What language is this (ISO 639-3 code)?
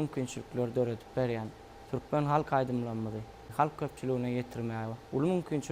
tuk